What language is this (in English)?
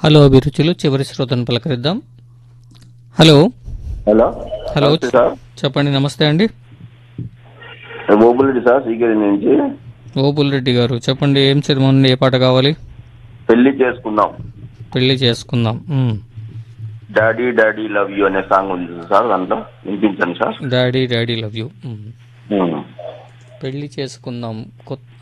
Telugu